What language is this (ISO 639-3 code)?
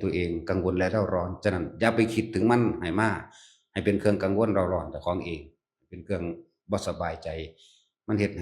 tts